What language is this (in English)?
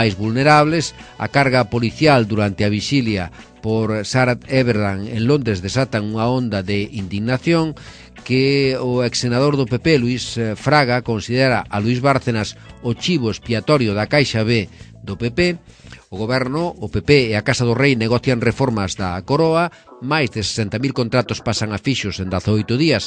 Galician